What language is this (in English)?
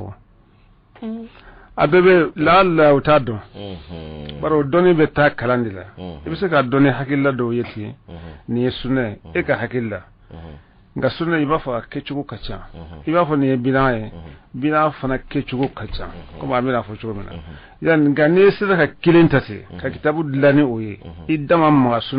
Bambara